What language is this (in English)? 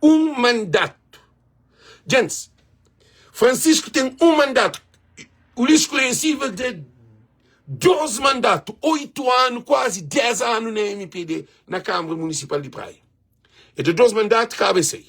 Kabuverdianu